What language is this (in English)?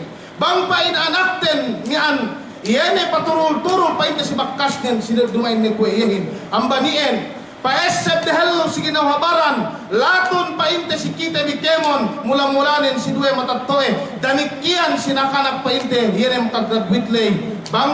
Yakan